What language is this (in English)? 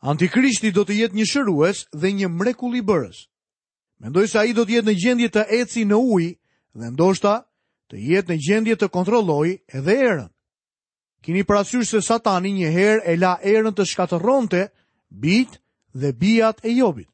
Albanian